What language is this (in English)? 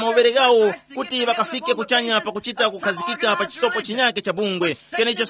Tumbuka